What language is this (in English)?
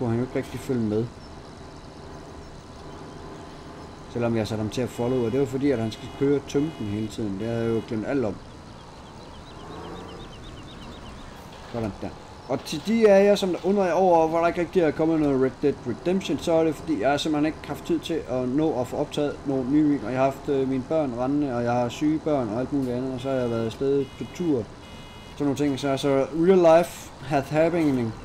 Danish